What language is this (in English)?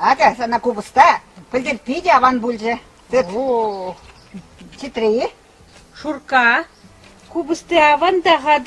Chuvash